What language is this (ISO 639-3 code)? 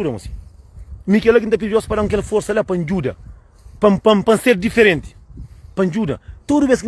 kea